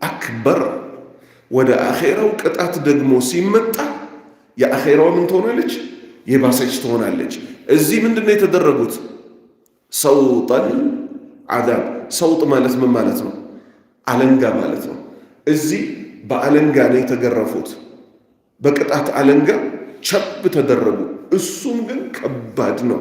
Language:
Amharic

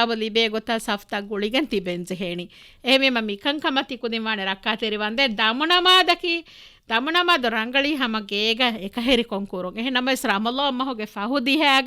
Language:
Divehi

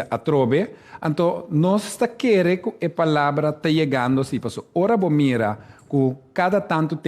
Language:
Papiamento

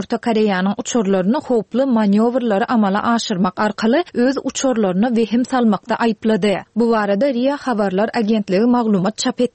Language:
Turkmen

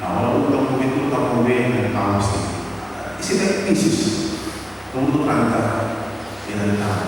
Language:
Papiamento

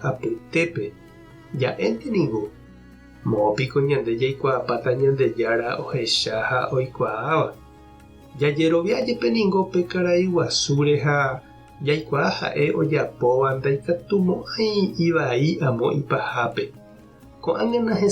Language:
Guarani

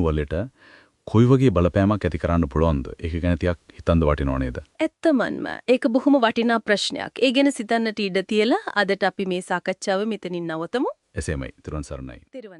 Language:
Sinhala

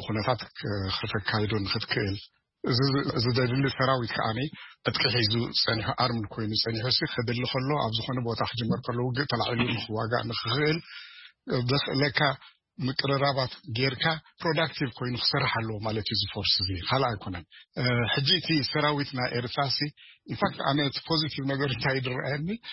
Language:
Tigrinya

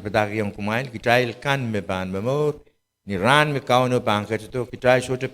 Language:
Pohnpeian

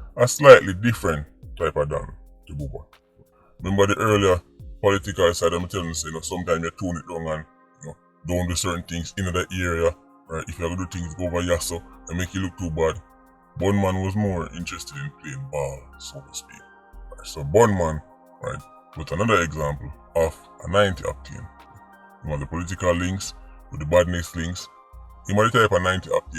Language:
Jamaican Creole English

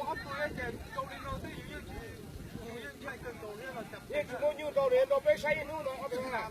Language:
Hmong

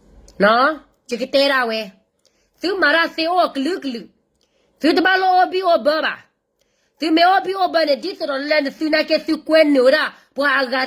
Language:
S'gaw Karen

